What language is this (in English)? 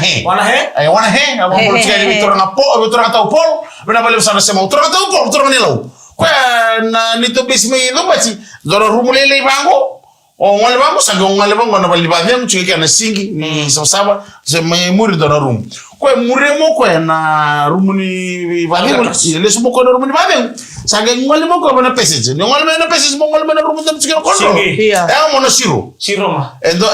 Fijian